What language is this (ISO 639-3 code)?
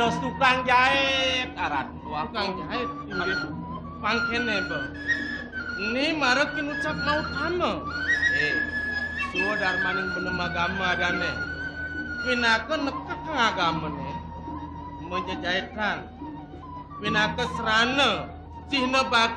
ban